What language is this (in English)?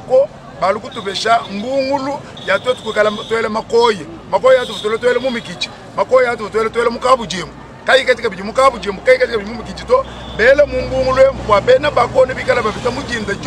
Luba-Lulua